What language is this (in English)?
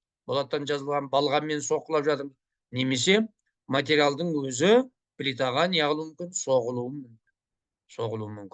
Kazakh